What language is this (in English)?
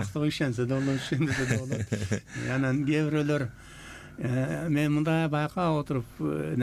Kyrgyz